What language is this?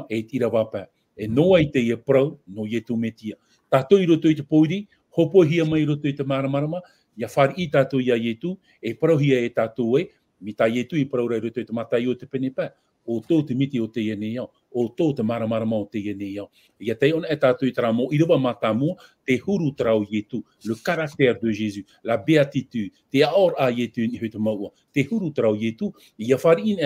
Tahitian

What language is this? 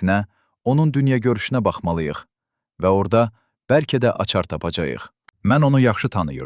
Azerbaijani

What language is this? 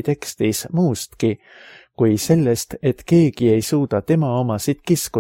Estonian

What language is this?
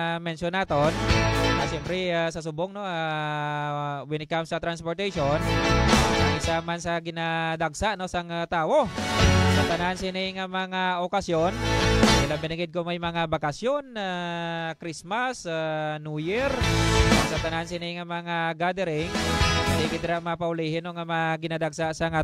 Hiligaynon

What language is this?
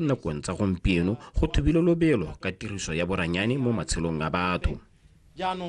Tswana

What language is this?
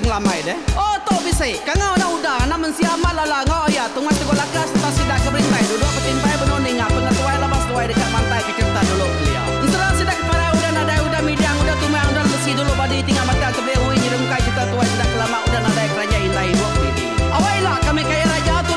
Iban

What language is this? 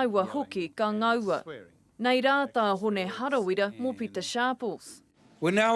Māori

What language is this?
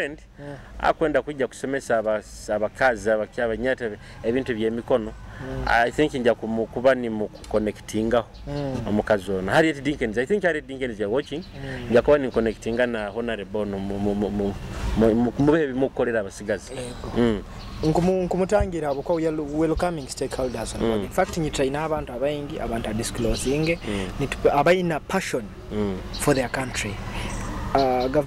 Nyoro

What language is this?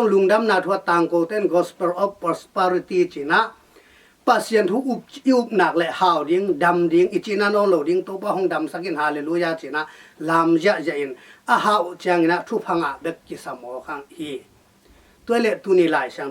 Tedim Chin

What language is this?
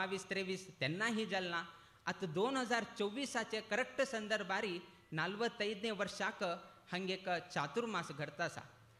Konkani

